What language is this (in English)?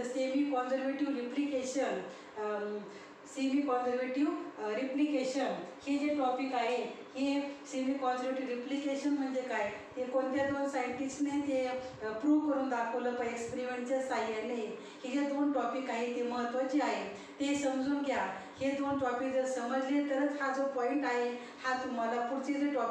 Marathi